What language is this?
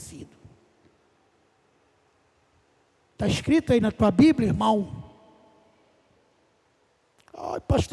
Portuguese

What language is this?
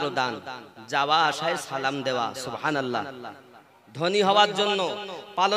Bangla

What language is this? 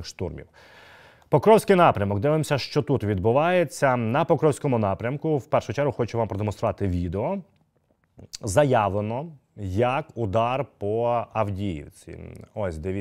Ukrainian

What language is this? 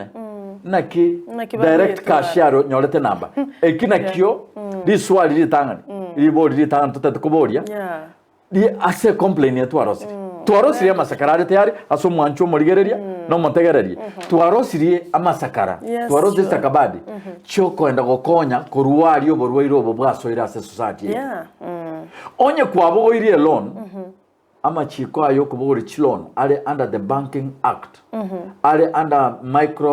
Gusii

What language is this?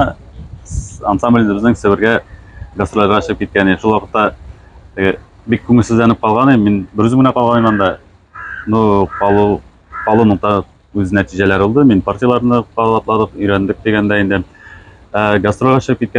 Tatar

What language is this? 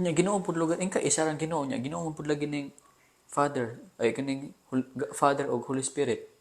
Cebuano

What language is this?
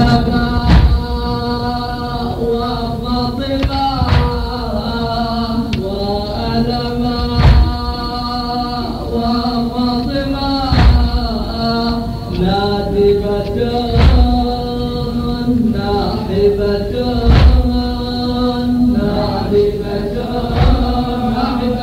Arabic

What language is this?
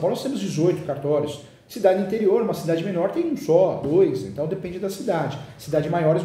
Portuguese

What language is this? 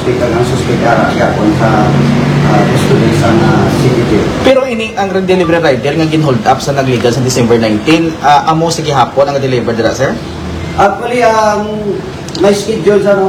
Hiligaynon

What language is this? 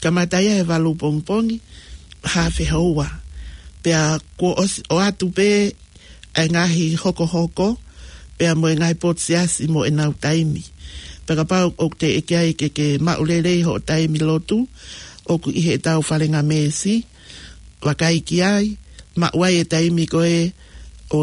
Tongan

